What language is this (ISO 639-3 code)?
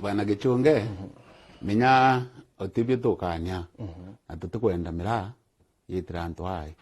mer